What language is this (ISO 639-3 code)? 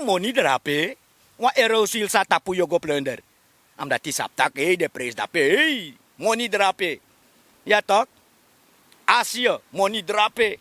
srn